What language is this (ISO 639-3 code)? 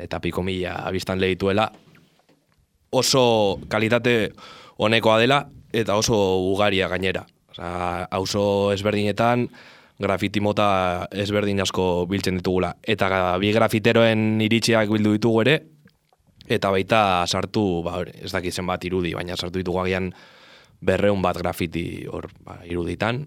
eus